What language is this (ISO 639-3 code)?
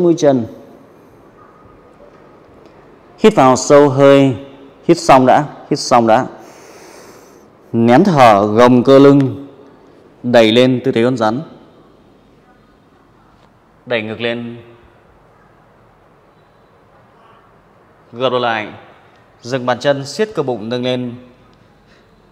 vie